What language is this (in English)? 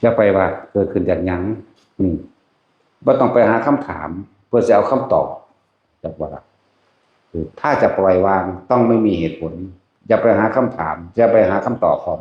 Northeastern Thai